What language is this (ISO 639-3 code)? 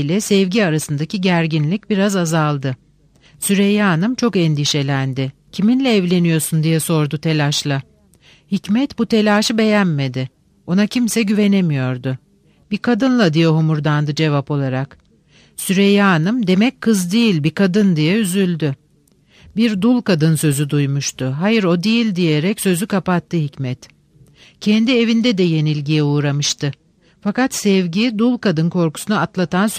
tur